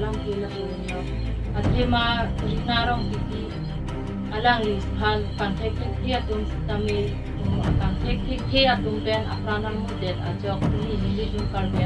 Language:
Karbi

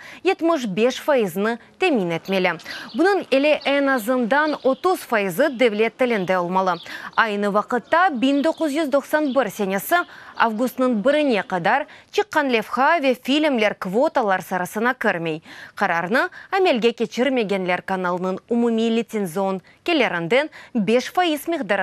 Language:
Crimean Tatar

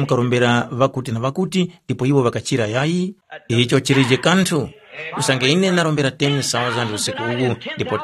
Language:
Tumbuka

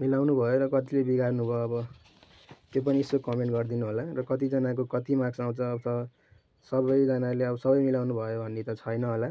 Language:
Nepali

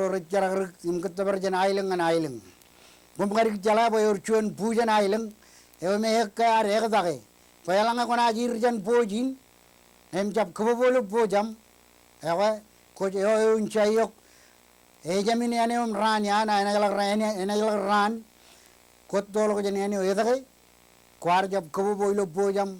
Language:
Marshallese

